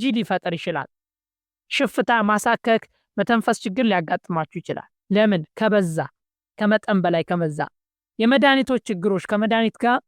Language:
Amharic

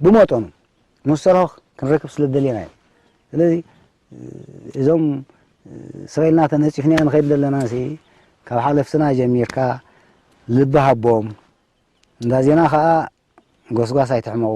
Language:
Tigrinya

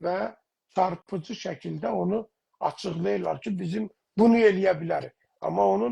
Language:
South Azerbaijani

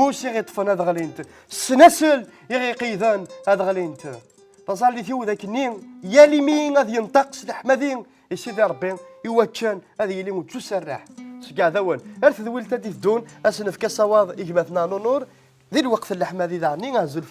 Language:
Kabyle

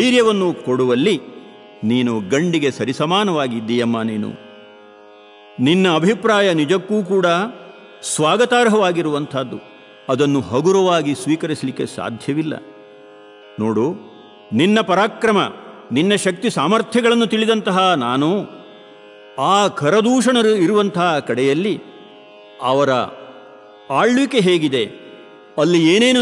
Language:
Kannada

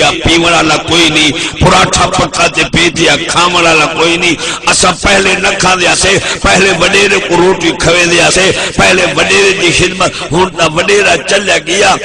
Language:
Saraiki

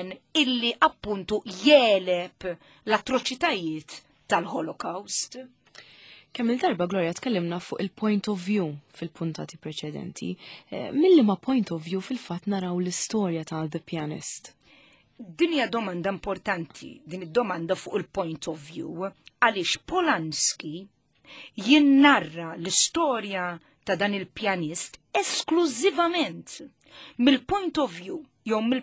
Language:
Maltese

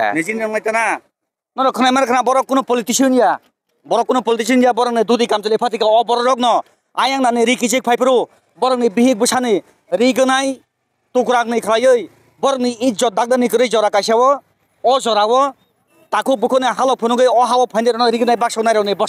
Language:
Kok Borok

